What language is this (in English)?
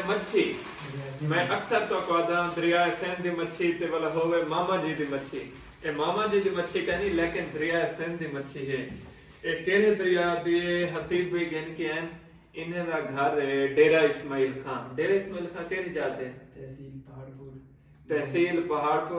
Saraiki